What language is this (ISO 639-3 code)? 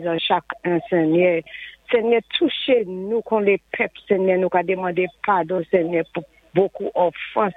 acf